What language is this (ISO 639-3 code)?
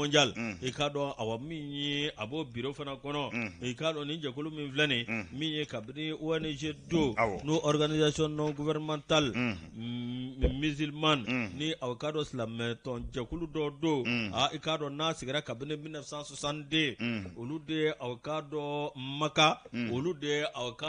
bam